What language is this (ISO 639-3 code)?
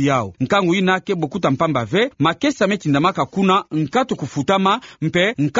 ktu